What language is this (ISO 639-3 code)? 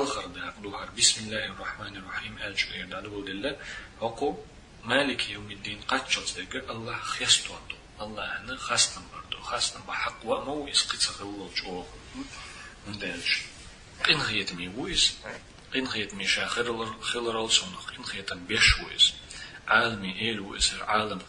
che